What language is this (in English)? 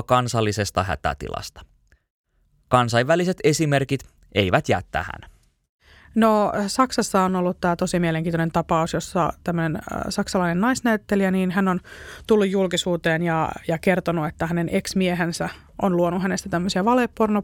Finnish